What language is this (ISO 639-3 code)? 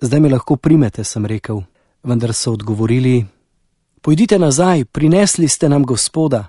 slv